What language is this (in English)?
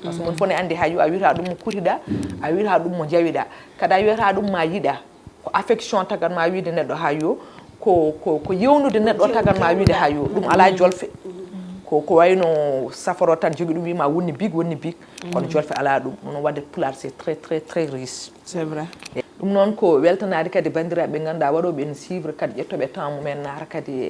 Fula